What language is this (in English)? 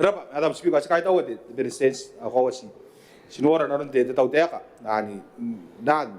Gilbertese